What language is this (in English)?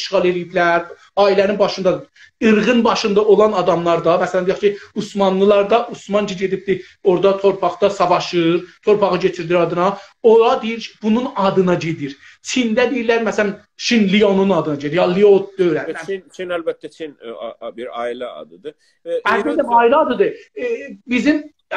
South Azerbaijani